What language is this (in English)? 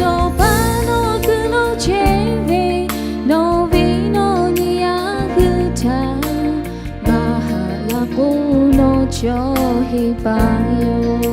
Lahu